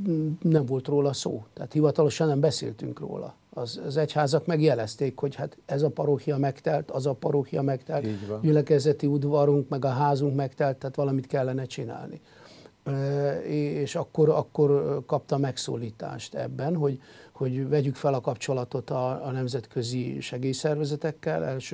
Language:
Hungarian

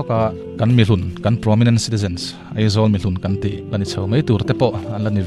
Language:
Mizo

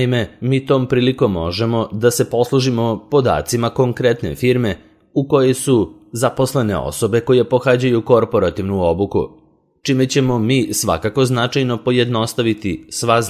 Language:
Serbian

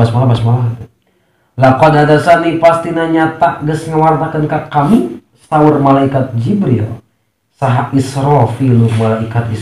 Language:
Sundanese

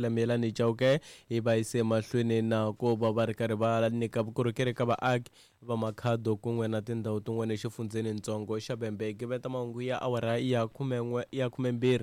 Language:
Tsonga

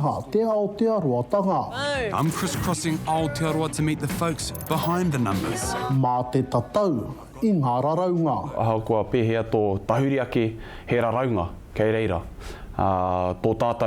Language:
Māori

